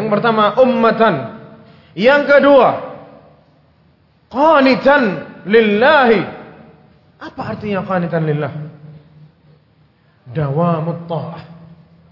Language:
Indonesian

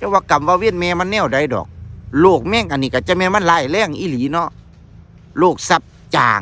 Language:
Northeastern Thai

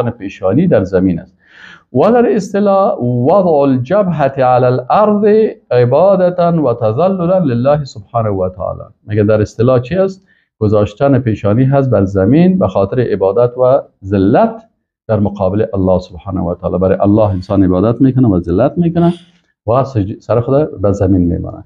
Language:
Persian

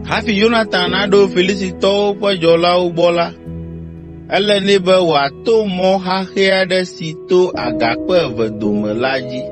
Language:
Ewe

